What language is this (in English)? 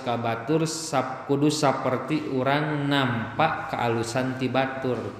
Sundanese